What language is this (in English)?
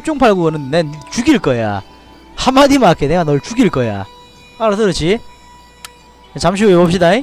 Korean